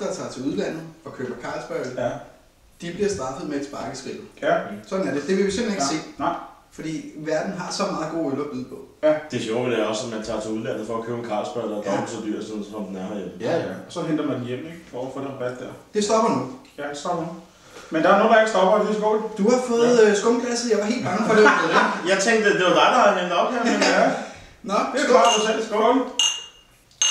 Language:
Danish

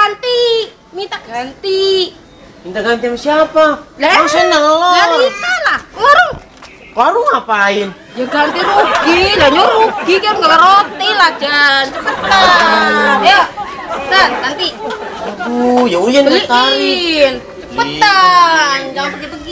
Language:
Betawi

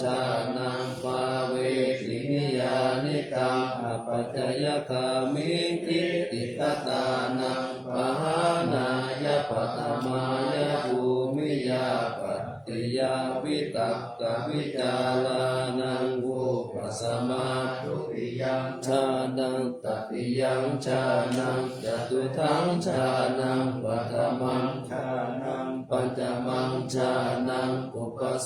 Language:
Pali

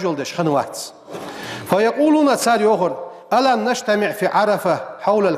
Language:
Ingush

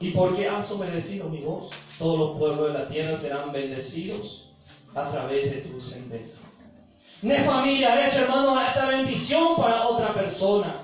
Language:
Guarani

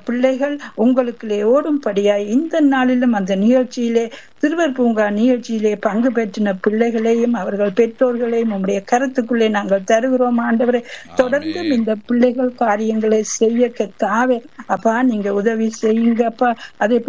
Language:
Tamil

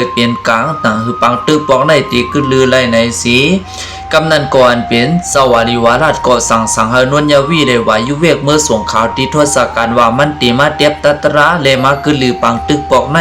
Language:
Shan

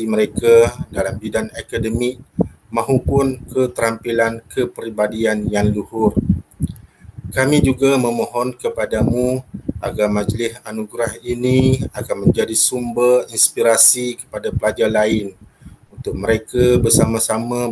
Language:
Malay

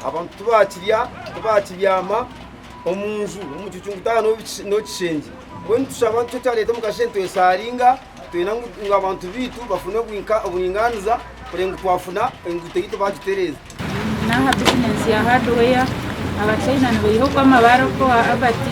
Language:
Nyankole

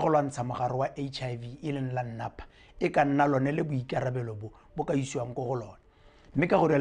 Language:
Tswana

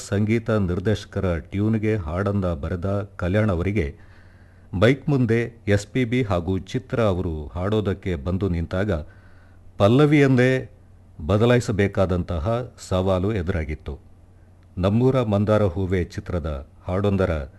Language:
Kannada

